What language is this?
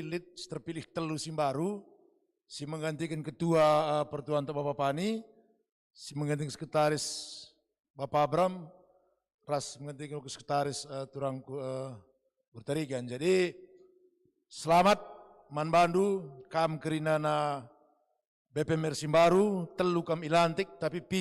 Batak Karo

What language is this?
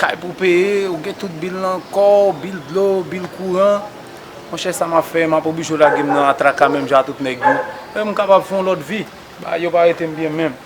Haitian Creole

